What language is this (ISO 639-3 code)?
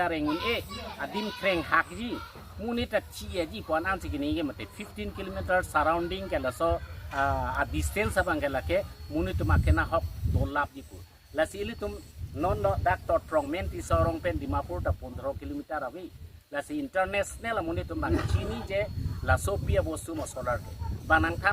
mjw